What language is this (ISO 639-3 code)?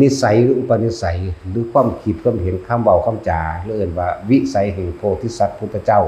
lao